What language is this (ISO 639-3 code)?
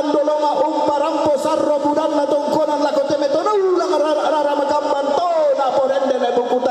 sda